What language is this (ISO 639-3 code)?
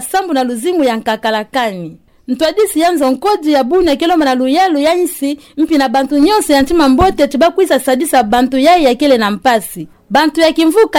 ktu